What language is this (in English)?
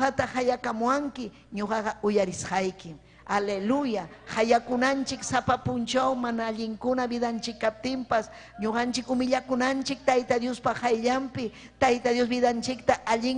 Ayacucho Quechua